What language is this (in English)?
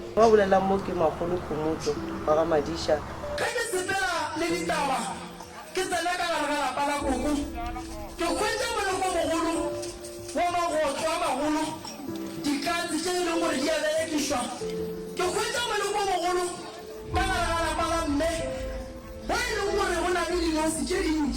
Northern Sotho